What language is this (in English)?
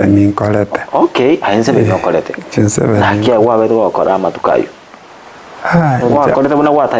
Gusii